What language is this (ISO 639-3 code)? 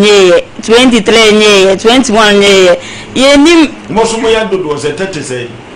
aka